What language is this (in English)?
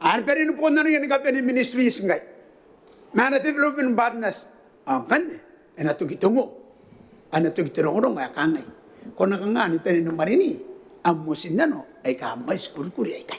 Gilbertese